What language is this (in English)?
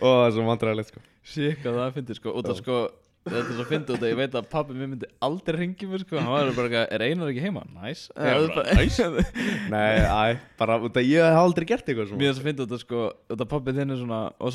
Icelandic